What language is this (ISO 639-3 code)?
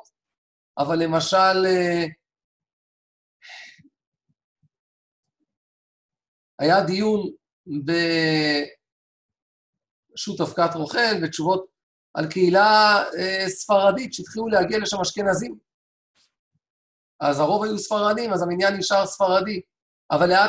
heb